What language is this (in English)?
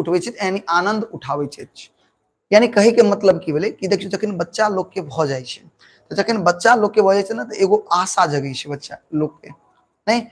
Maithili